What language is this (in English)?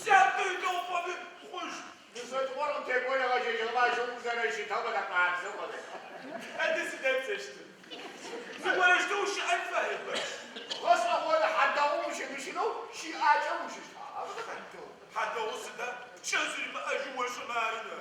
Adyghe